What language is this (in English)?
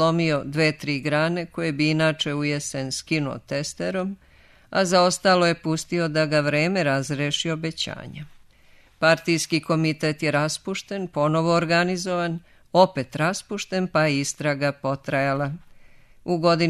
Serbian